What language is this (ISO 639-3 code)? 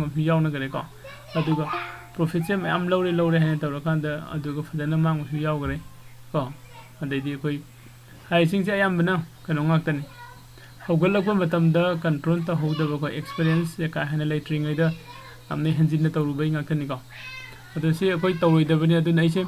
mni